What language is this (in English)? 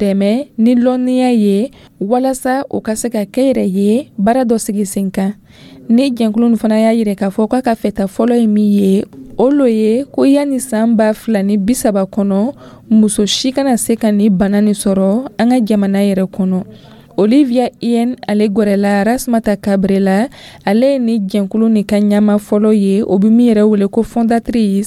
Dyula